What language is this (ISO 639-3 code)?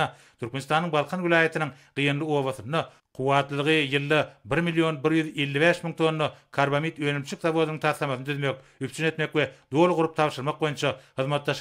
tuk